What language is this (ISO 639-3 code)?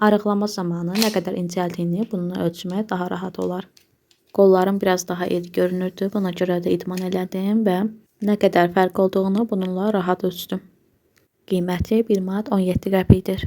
aze